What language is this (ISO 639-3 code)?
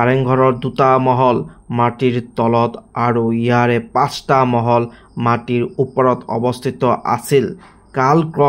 asm